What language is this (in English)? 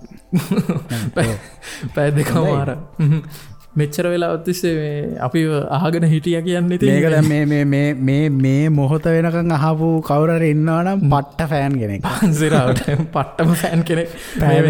Sinhala